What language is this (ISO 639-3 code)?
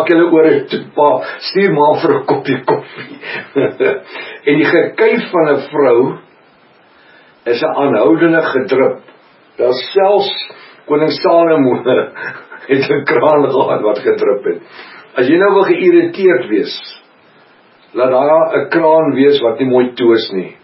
afr